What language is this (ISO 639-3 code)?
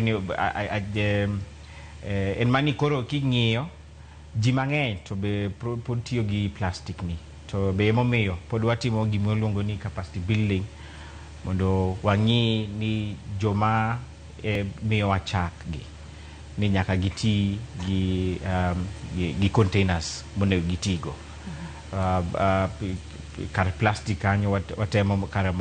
luo